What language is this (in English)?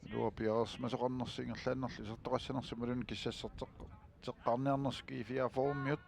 Kalaallisut